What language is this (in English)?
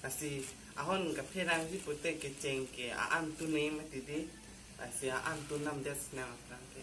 Karbi